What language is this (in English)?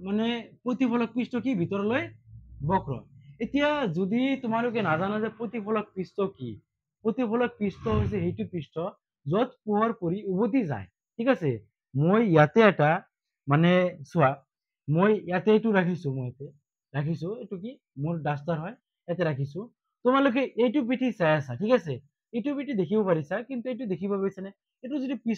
Assamese